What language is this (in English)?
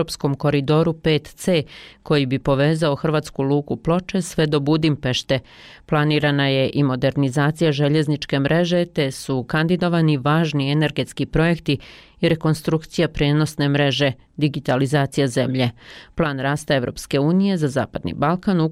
Bosnian